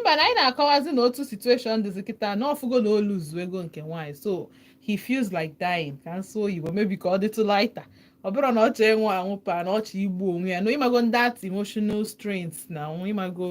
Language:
Igbo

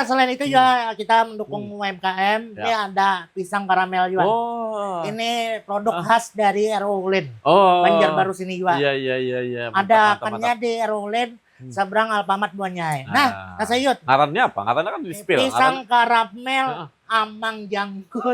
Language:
Banjar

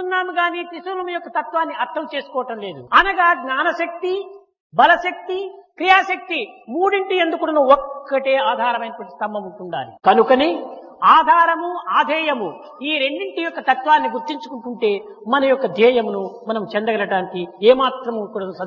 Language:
Telugu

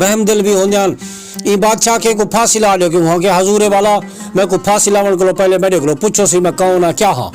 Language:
Saraiki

